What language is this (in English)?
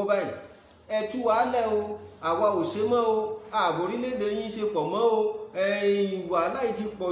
Yoruba